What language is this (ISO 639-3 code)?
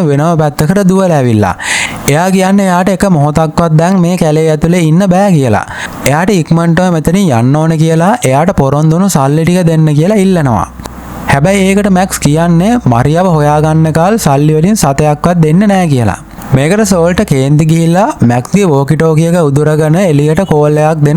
sin